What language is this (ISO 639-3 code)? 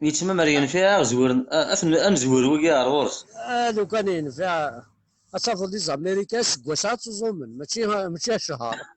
kab